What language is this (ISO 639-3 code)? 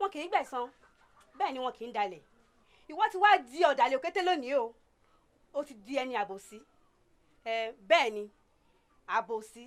yor